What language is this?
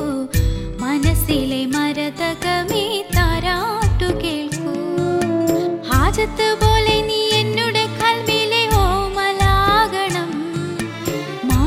Malayalam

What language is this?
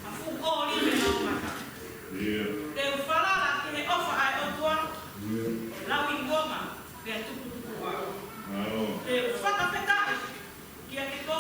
Tongan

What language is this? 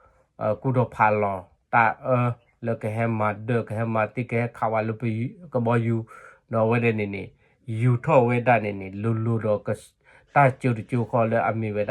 S'gaw Karen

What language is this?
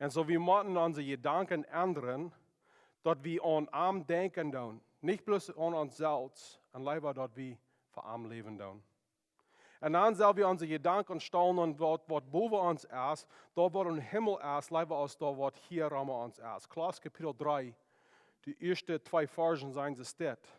Plautdietsch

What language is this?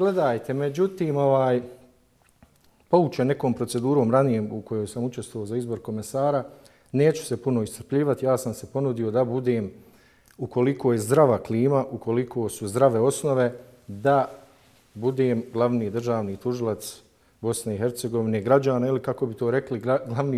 Bosnian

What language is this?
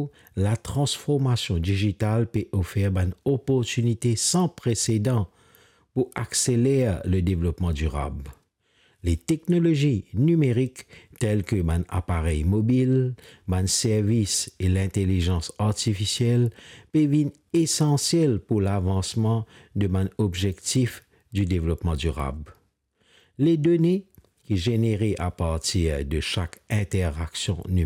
Morisyen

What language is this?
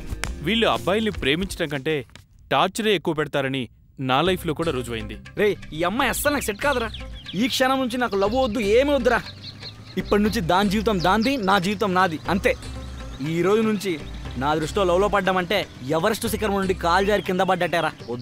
Telugu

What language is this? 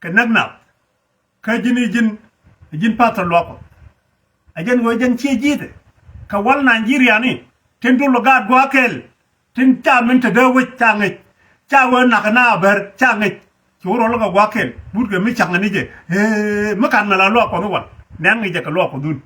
Nuer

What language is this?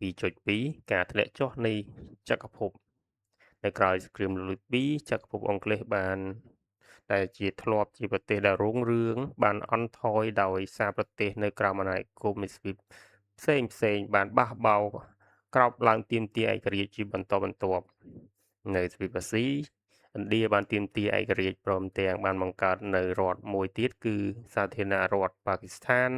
Khmer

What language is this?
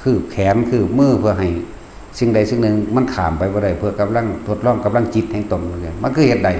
Northeastern Thai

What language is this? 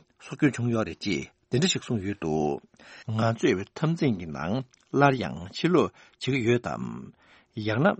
Tibetan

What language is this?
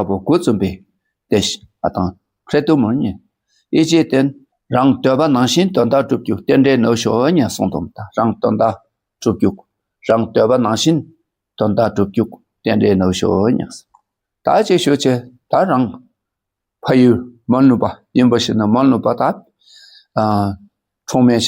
Dakpakha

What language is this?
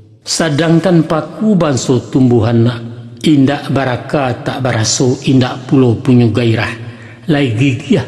Minangkabau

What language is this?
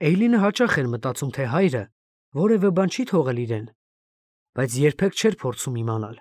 Armenian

